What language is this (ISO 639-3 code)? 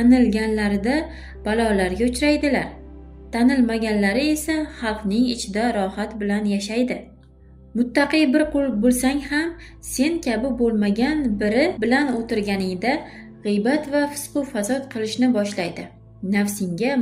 uzb